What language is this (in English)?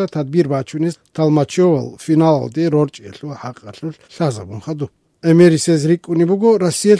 Avaric